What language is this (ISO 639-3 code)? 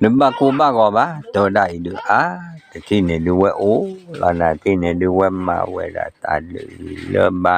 ksw